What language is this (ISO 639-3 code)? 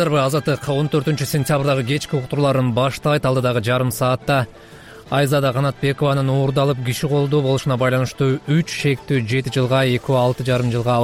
kir